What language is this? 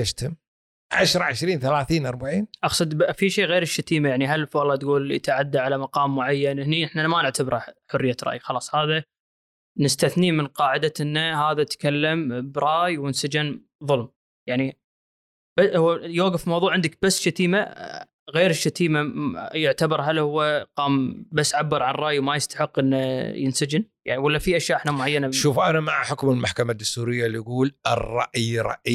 Gulf Arabic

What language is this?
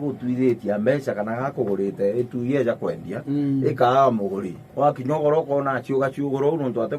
Meru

